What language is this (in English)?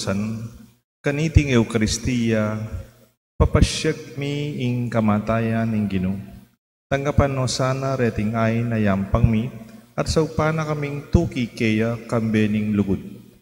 Pampanga